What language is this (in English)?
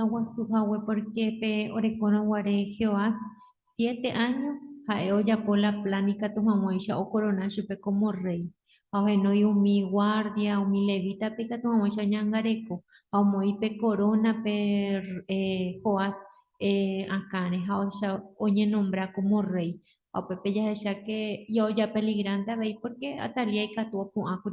Guarani